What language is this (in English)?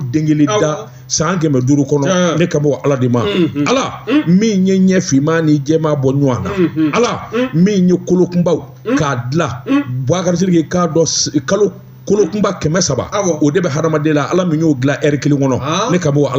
Bambara